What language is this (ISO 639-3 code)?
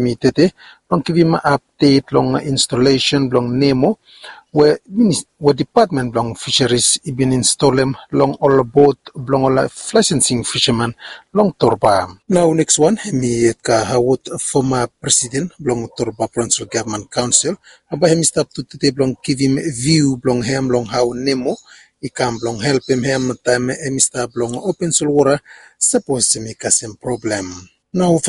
bis